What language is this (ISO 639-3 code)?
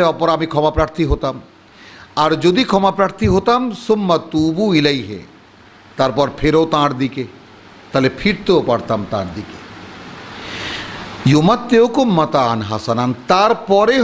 ben